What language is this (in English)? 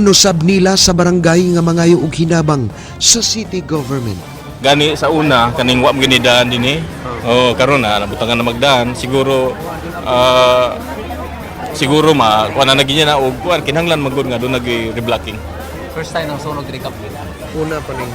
Cebuano